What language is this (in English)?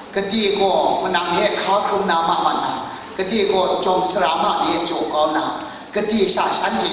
Kachin